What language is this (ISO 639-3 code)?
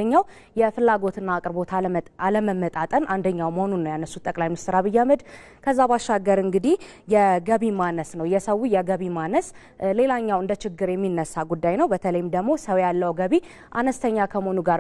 amh